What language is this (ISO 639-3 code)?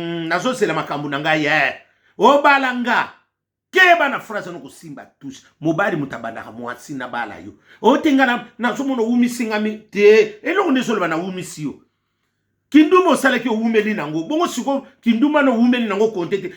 lin